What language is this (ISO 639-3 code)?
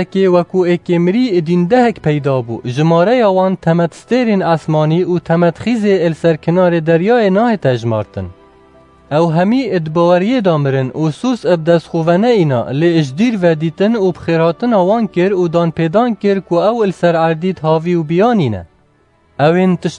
kur